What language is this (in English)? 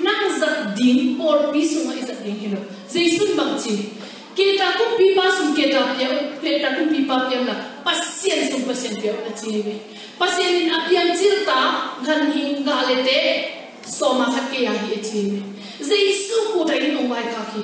Tedim Chin